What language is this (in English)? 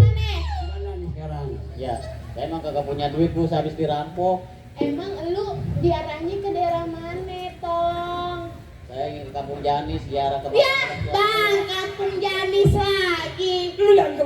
Betawi